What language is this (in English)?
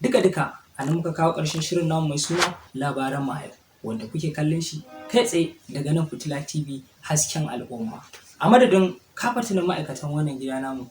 Hausa